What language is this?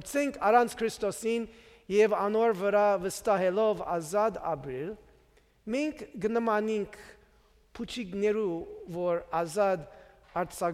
Western Armenian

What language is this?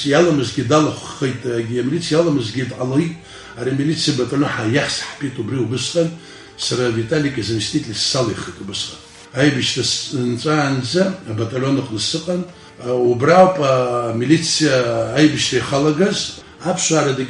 Abkhazian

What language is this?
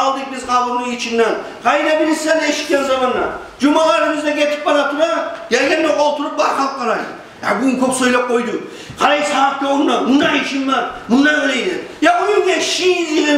Kumyk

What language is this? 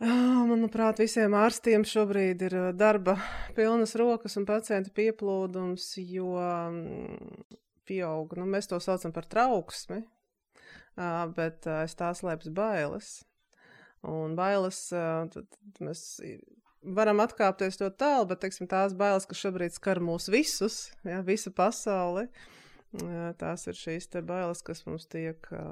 Latvian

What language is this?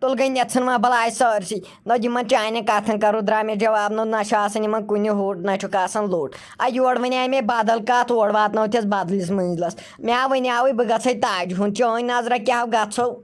Kashmiri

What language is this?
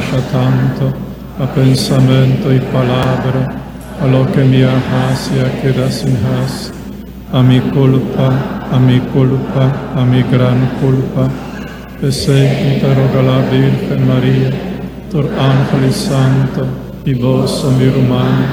Papiamento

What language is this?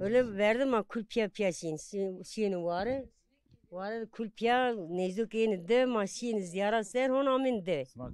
Zaza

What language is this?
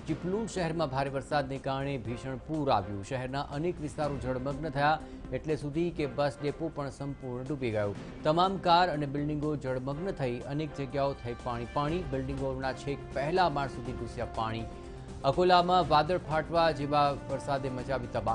Gujarati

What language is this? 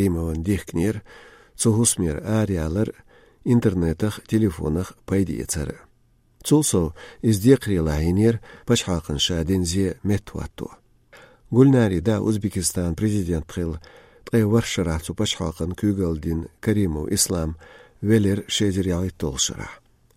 Chechen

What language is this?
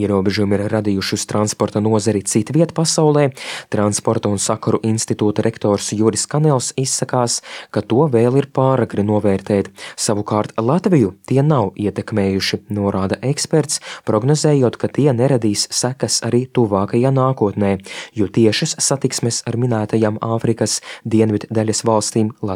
Latvian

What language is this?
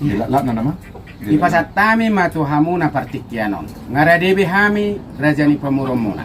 Batak Toba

